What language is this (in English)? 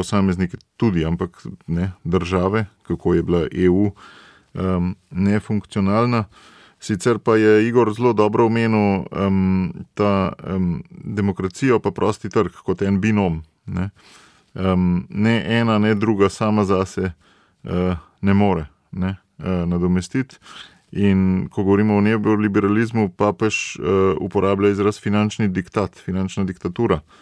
Slovenian